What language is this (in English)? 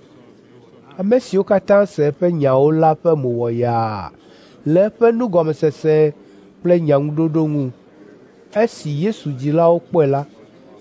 Ewe